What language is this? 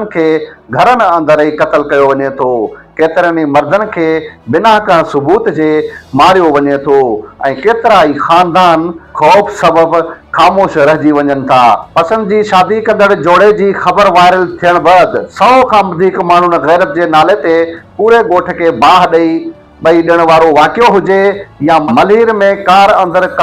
Sindhi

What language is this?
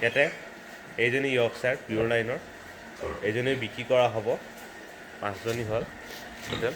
Assamese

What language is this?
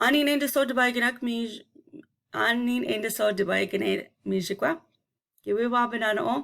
Chippewa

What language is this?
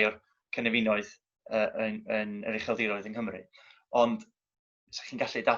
Welsh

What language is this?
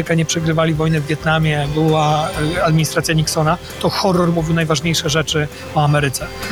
Polish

